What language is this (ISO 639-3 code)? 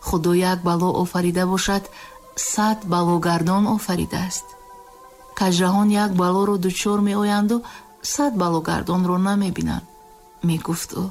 tgk